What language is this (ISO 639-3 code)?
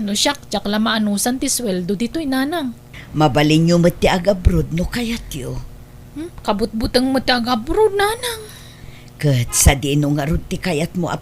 ilo